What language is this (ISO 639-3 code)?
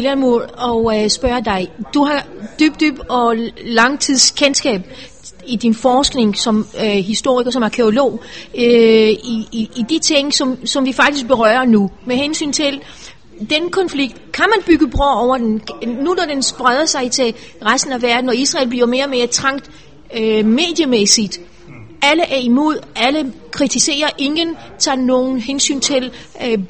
dan